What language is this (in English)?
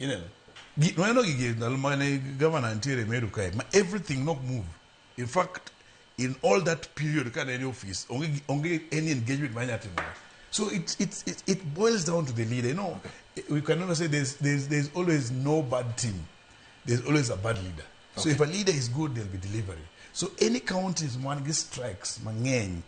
Luo (Kenya and Tanzania)